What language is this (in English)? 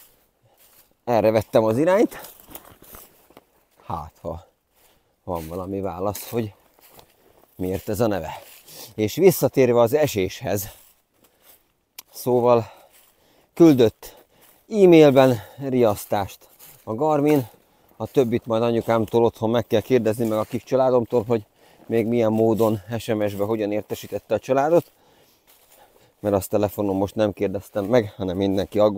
Hungarian